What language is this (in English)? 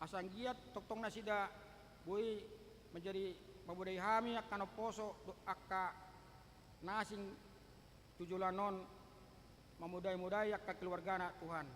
Batak Toba